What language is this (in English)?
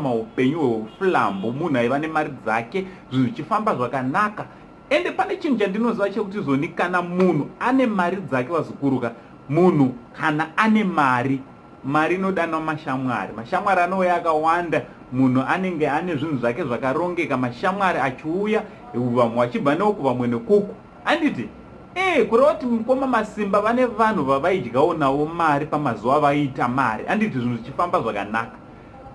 Shona